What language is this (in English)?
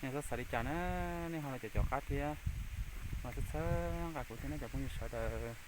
Hmong